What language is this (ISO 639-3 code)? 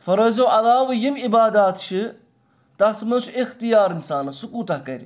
kas